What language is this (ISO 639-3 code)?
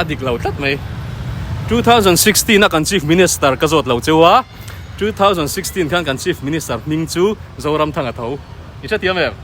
lus